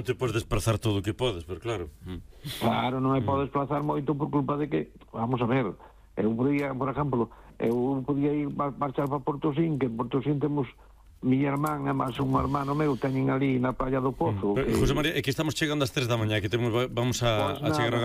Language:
Galician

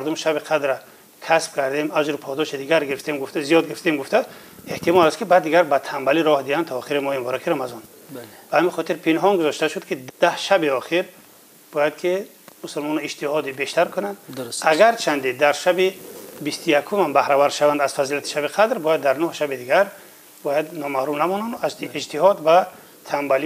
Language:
Tajik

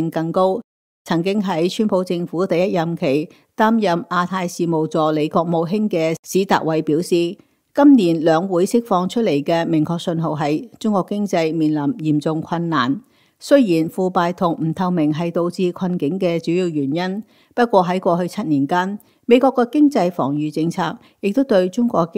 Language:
Cantonese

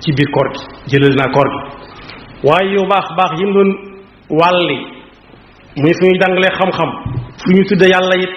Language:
Wolof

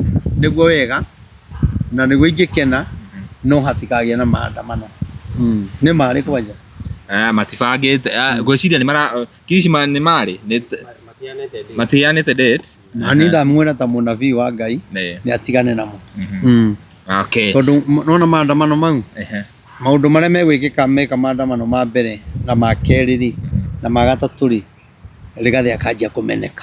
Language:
Kikuyu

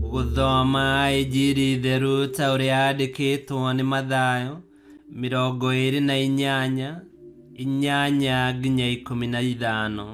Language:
Kikuyu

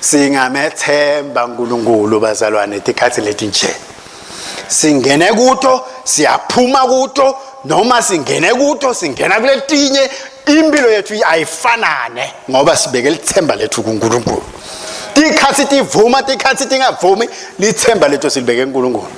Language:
Swati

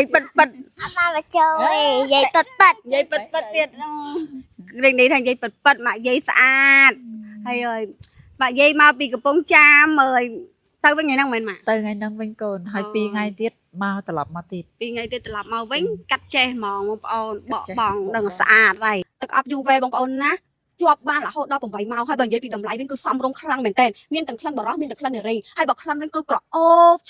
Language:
Khmer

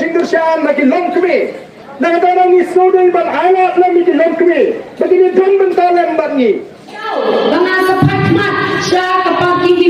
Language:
Khasi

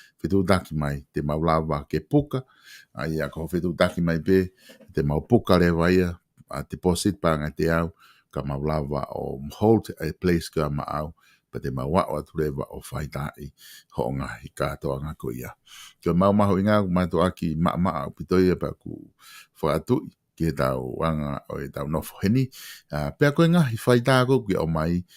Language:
Tongan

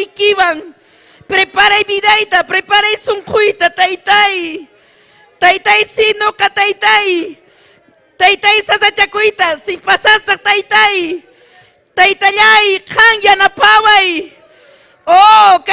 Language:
Ayacucho Quechua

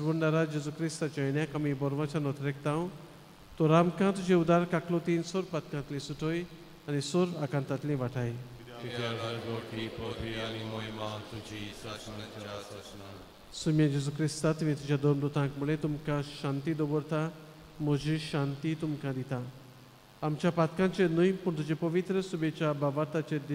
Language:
Konkani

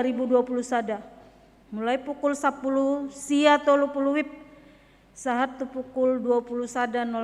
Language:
Batak Toba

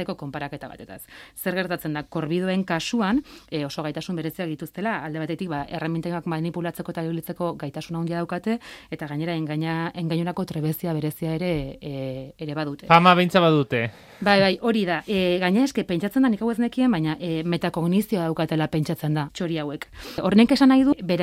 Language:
Basque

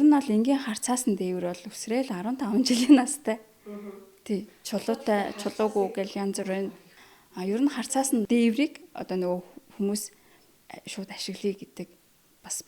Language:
Mongolian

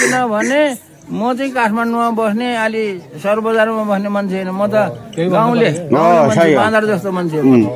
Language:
Nepali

